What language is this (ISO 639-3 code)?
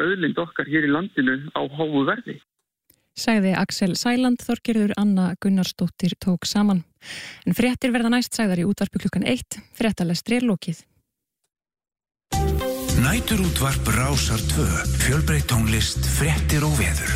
isl